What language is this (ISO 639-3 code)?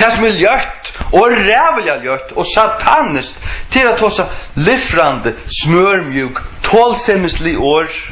fao